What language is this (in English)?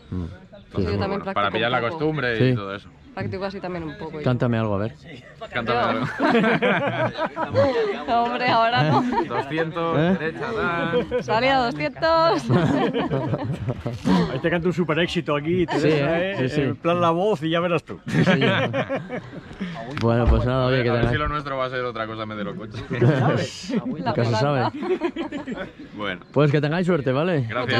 Spanish